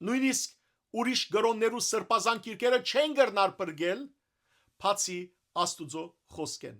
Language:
Western Armenian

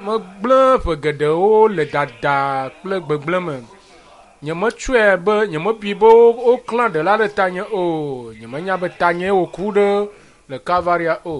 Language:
Ewe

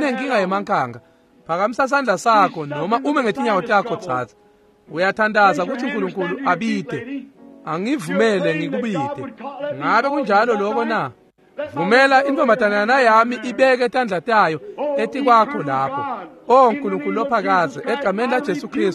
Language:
Swati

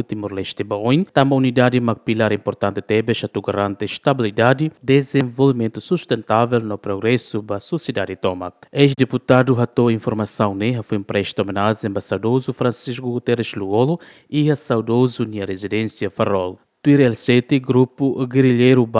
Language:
Tetum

